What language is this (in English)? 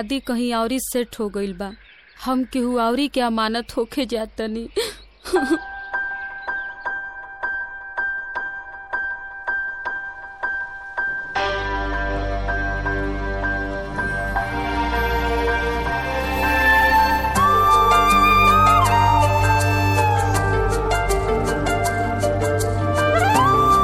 Bhojpuri